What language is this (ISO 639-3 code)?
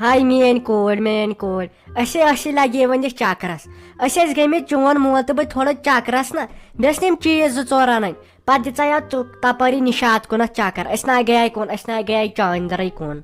kas